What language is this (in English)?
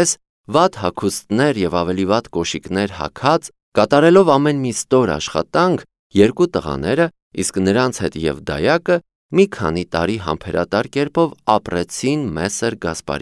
Armenian